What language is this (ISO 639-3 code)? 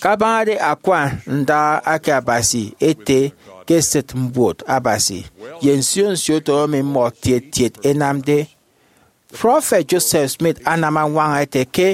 efi